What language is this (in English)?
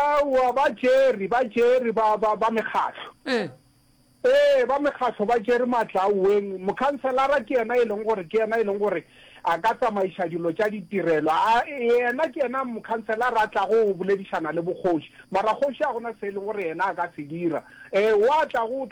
Northern Sotho